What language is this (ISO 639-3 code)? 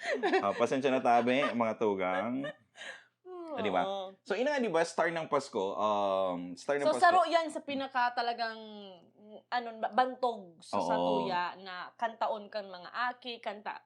bik